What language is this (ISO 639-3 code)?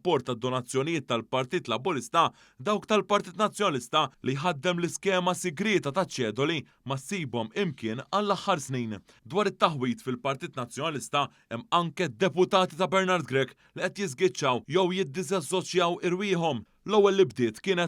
mlt